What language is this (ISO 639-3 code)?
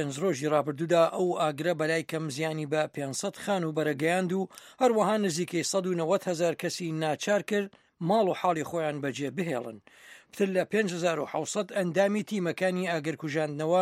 ckb